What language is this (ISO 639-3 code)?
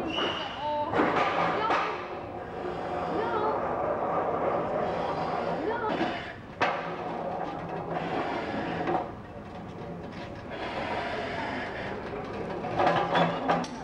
nld